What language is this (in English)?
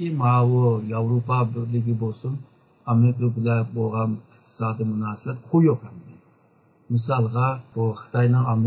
Uyghur